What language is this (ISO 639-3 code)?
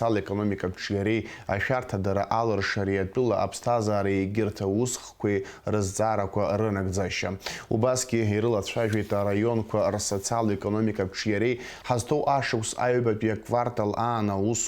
abk